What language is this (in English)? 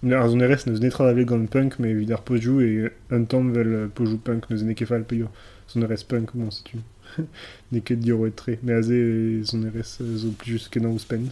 Breton